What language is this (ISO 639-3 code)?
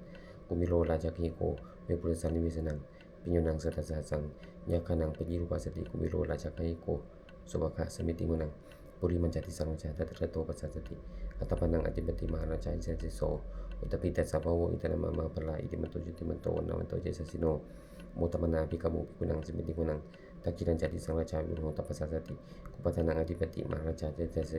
pli